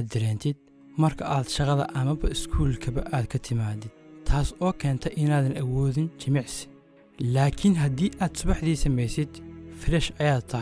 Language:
Somali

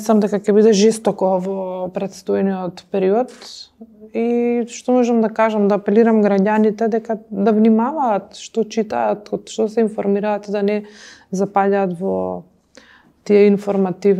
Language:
Macedonian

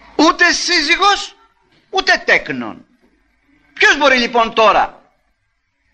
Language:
Greek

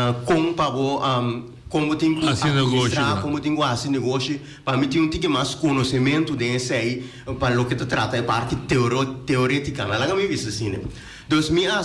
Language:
Papiamento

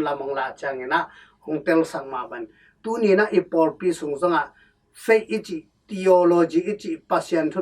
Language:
Tedim Chin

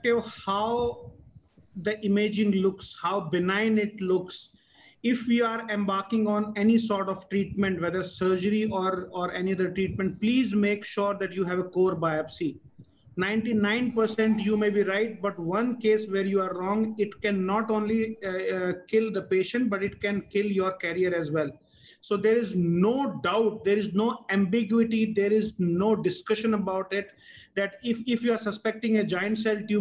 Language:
English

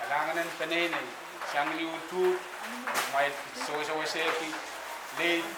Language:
Pohnpeian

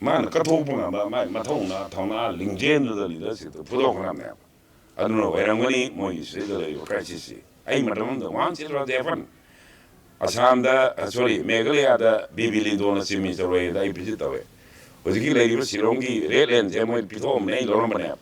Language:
Manipuri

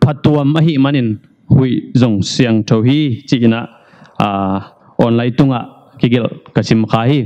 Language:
Tedim Chin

